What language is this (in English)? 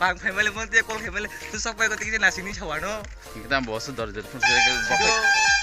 Kok Borok